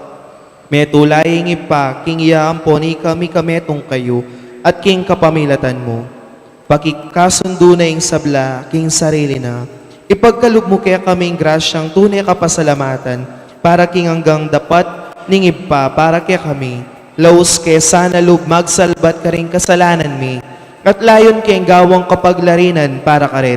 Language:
Pampanga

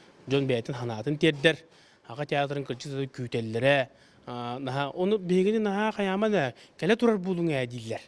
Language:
Yakut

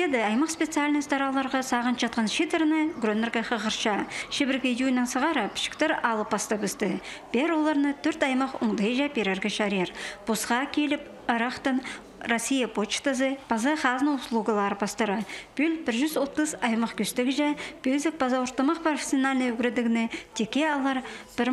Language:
Khakas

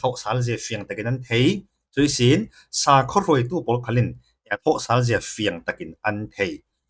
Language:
Falam Chin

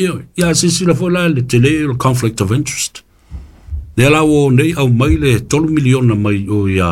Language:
Samoan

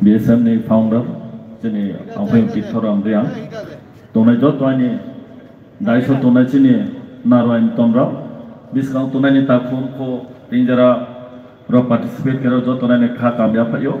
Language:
Riang (India)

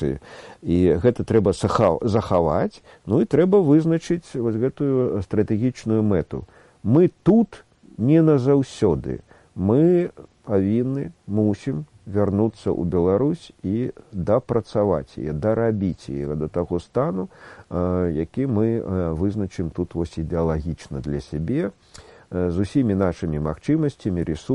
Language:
Belarusian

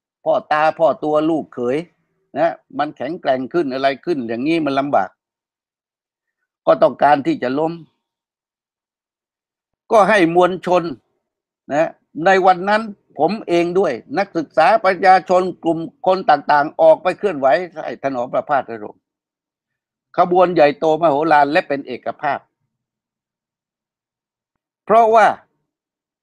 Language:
Thai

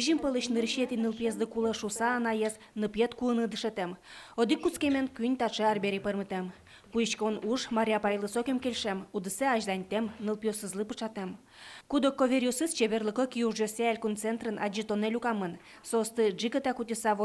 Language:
Udmurt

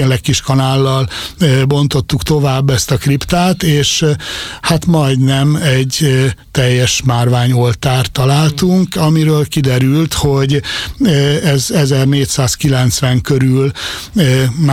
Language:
Hungarian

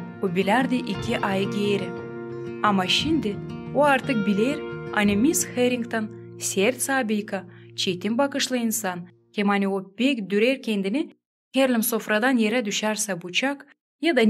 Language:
Gagauz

